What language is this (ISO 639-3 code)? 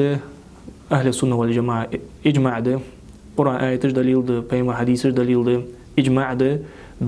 inh